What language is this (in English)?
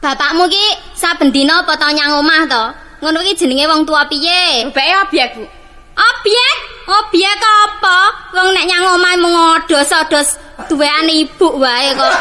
Javanese